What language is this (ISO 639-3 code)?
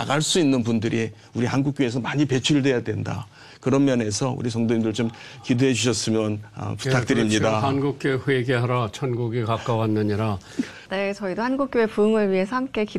kor